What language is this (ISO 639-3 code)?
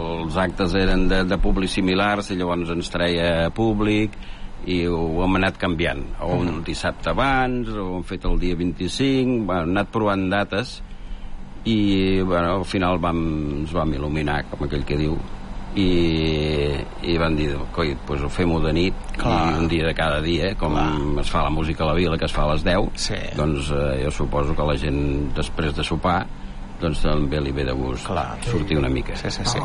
cat